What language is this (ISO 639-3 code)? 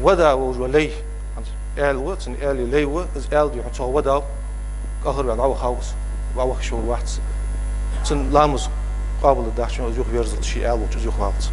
inh